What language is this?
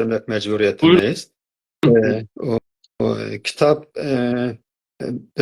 South Azerbaijani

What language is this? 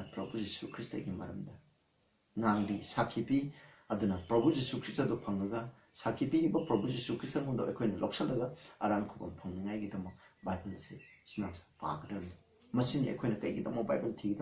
Manipuri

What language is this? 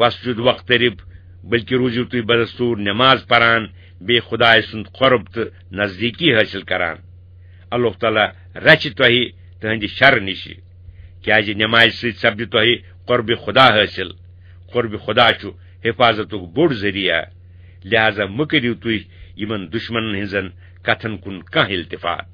Kashmiri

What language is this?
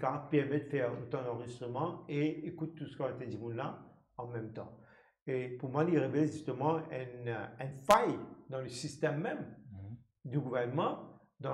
Morisyen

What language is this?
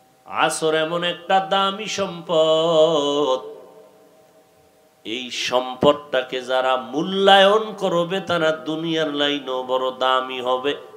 Bangla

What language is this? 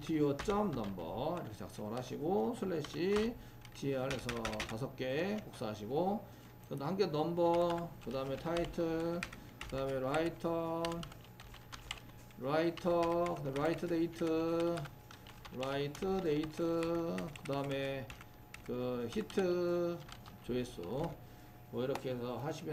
Korean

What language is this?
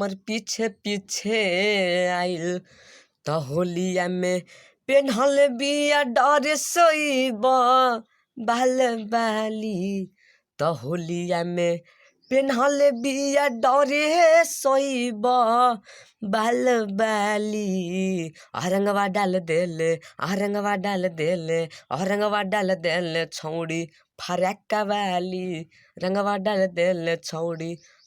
Bhojpuri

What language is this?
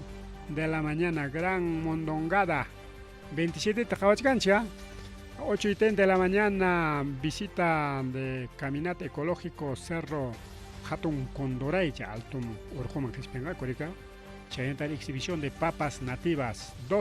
Ayacucho Quechua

